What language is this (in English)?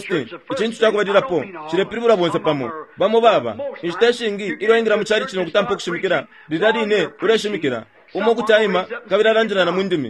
Bemba